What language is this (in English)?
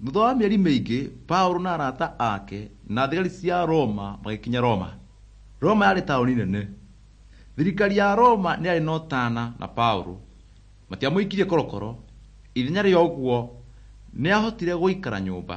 Kikuyu